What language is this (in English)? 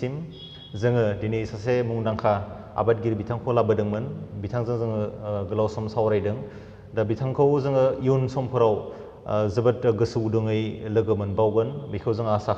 Bodo